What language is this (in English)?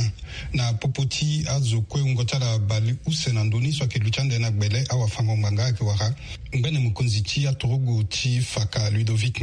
Sango